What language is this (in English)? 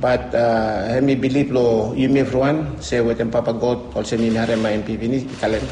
Bislama